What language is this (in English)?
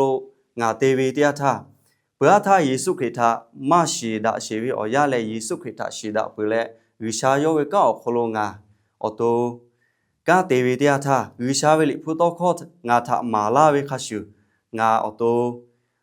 Lahu